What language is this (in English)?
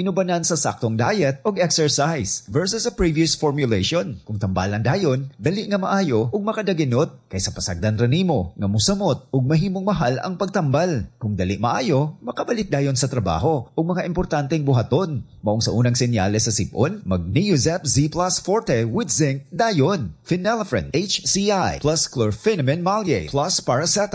Cebuano